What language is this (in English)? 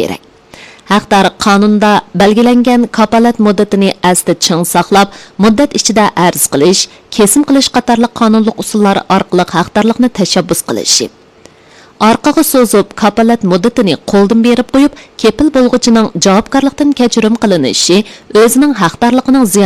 Uyghur